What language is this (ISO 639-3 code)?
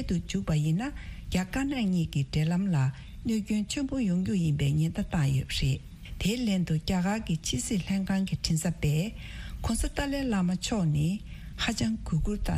bod